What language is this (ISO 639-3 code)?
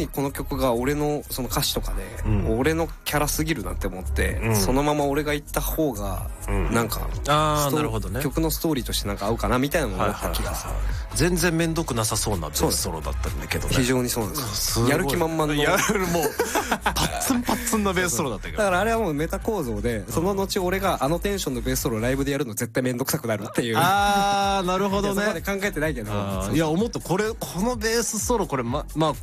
jpn